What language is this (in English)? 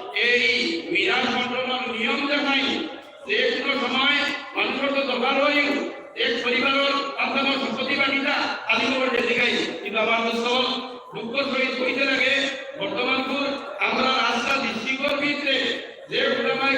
Sylheti